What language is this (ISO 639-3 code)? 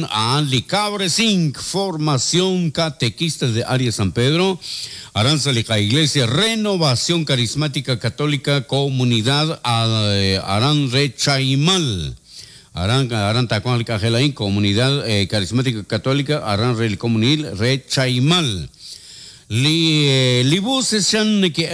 kek